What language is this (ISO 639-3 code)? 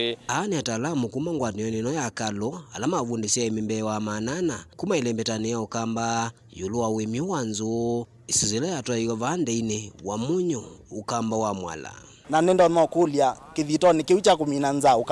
kam